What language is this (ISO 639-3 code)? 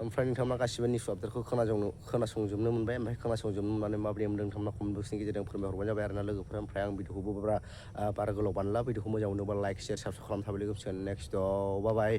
brx